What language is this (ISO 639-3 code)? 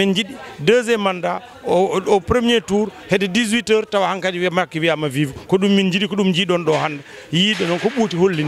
ful